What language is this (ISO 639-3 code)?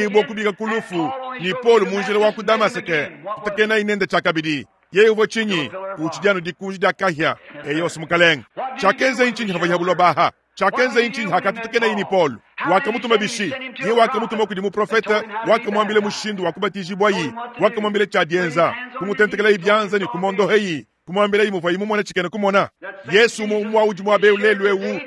lua